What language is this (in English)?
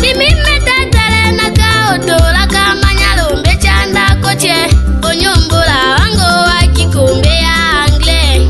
Tetela